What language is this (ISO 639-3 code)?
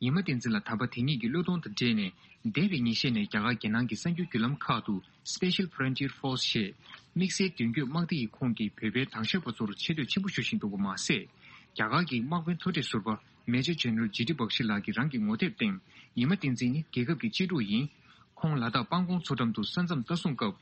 bod